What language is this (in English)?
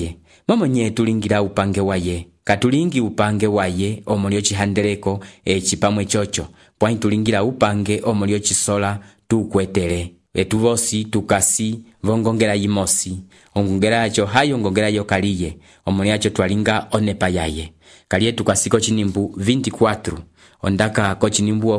Umbundu